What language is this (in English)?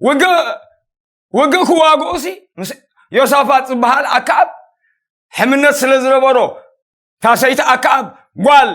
Tigrinya